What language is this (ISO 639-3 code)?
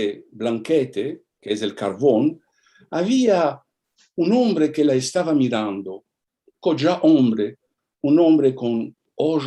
lad